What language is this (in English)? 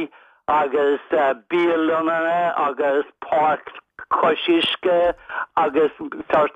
Irish